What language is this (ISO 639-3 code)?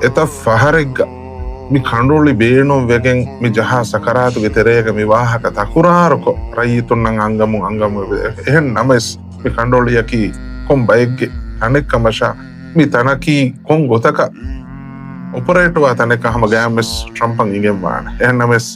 div